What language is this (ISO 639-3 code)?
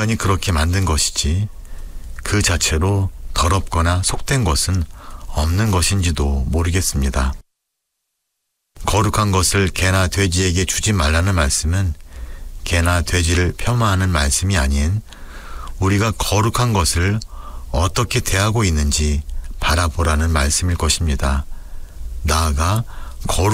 kor